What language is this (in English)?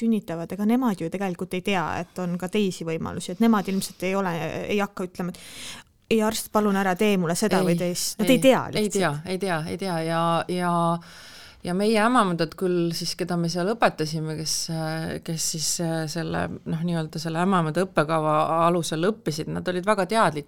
Estonian